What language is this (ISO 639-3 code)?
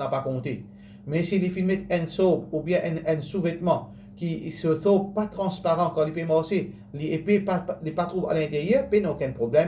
mfe